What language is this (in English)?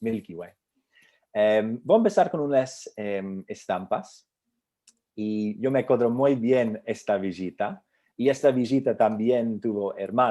Ladino